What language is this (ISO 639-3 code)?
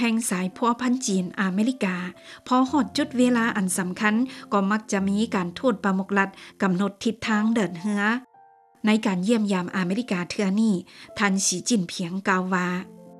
lao